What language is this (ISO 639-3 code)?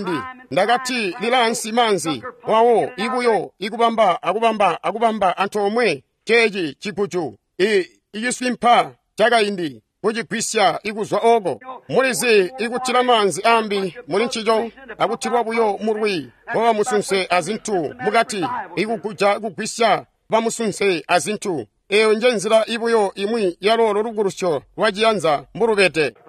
toi